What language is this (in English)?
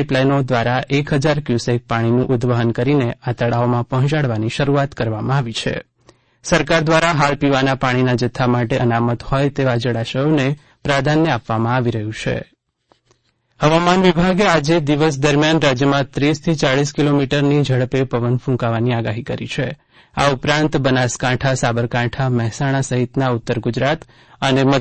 Gujarati